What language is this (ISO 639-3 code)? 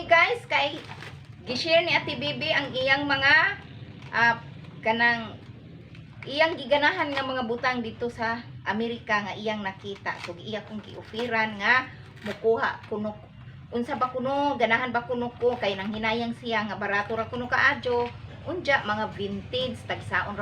ceb